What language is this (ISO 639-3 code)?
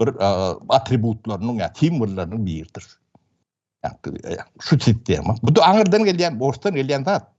tuk